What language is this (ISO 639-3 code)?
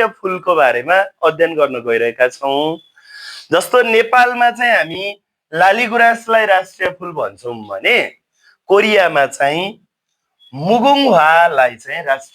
nep